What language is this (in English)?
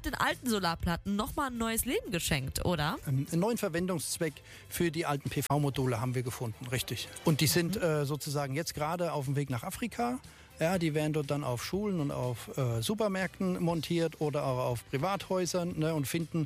German